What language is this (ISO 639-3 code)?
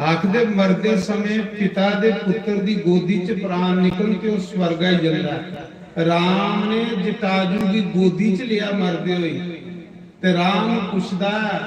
doi